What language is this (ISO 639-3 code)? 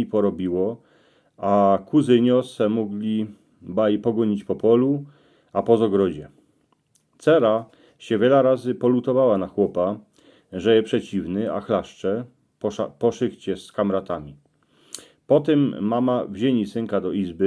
szl